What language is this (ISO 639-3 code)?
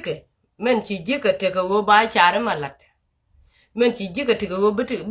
nus